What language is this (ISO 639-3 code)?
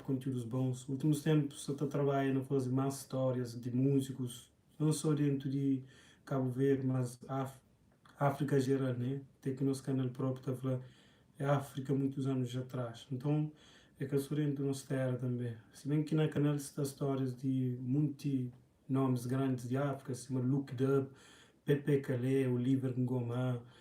kea